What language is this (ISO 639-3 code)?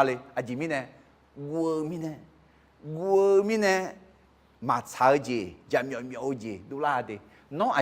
ahk